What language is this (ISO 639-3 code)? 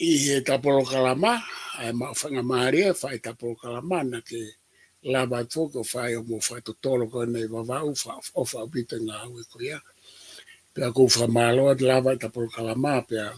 ton